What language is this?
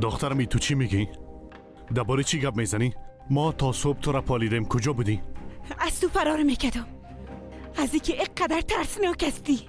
Persian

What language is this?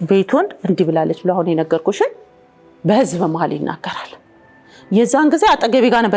Amharic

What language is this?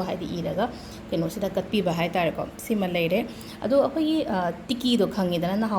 Manipuri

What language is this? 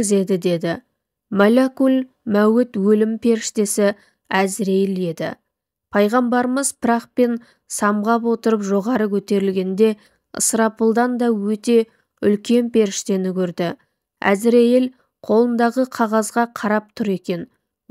Kazakh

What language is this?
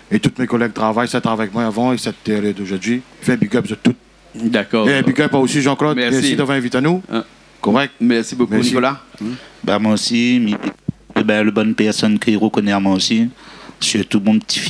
Réunion Creole French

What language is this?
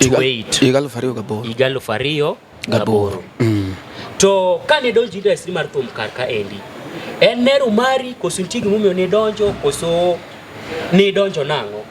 Luo (Kenya and Tanzania)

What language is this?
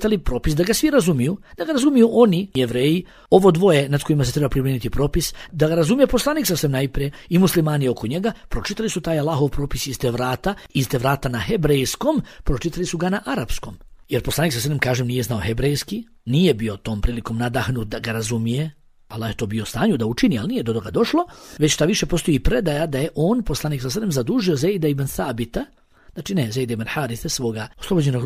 Bosnian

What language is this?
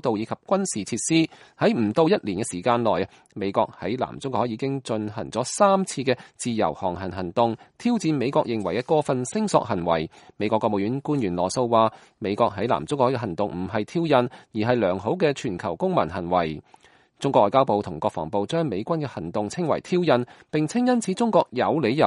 Cantonese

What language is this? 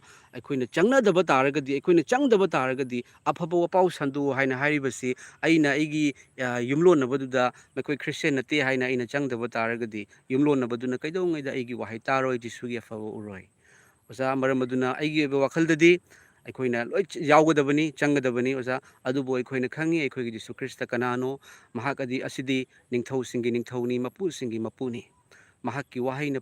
Manipuri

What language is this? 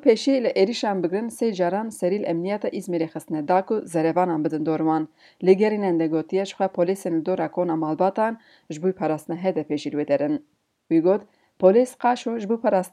Kurdish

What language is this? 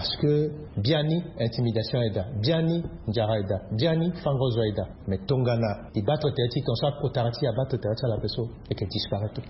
Sango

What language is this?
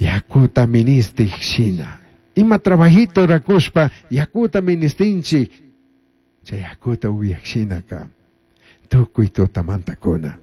Chimborazo Highland Quichua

